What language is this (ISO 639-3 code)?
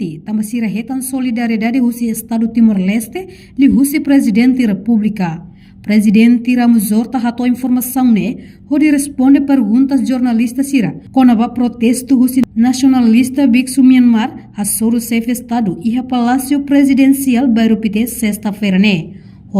tet